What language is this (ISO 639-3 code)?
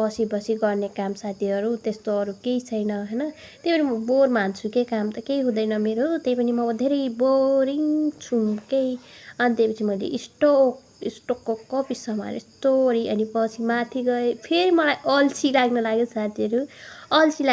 nep